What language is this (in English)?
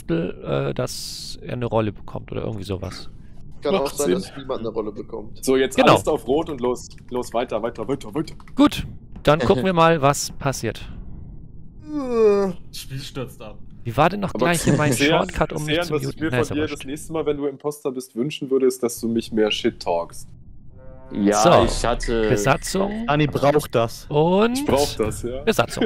German